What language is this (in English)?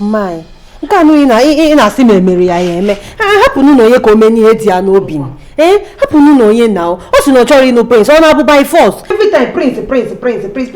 Igbo